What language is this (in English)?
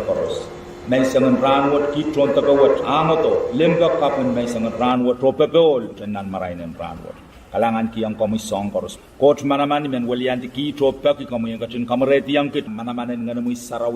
Pohnpeian